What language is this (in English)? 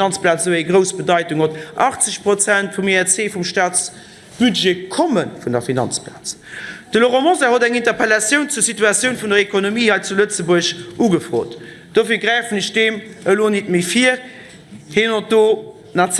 Luxembourgish